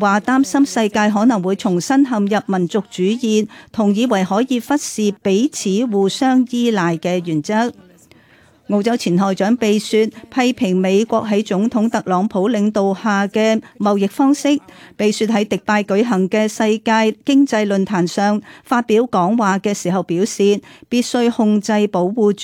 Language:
Cantonese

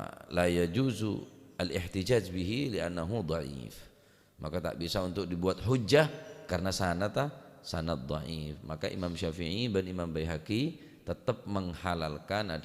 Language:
Madurese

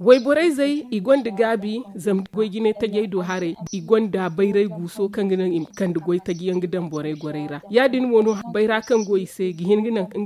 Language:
Zarma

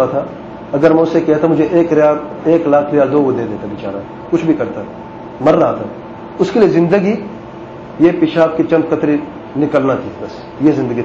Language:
Urdu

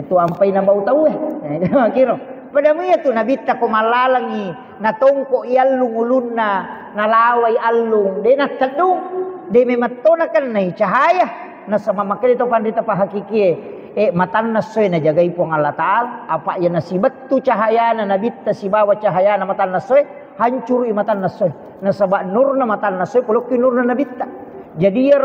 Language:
Buginese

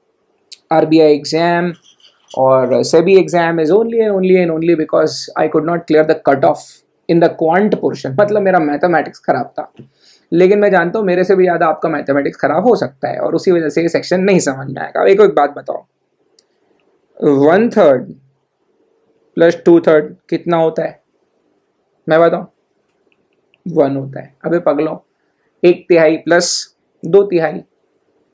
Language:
Hindi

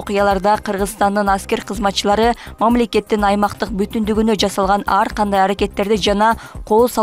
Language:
Kyrgyz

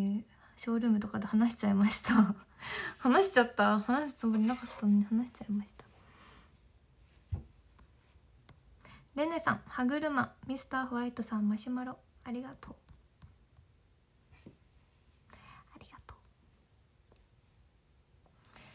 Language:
Japanese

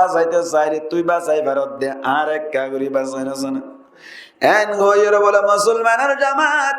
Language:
Rohingya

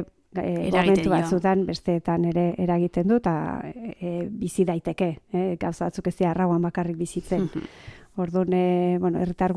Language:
Basque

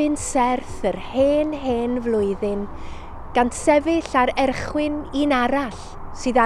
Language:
Welsh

